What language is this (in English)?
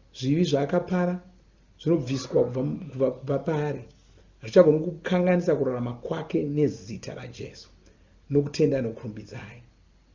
Shona